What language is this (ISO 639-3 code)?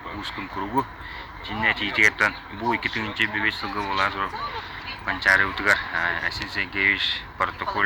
sah